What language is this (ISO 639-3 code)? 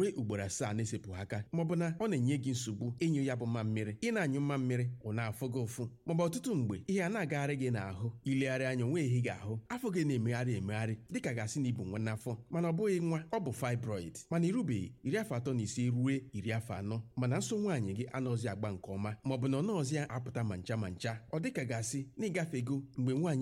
pcm